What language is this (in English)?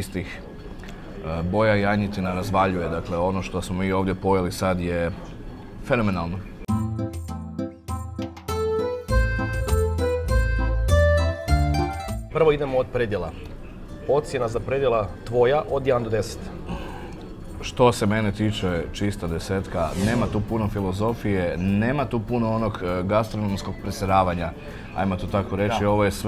Croatian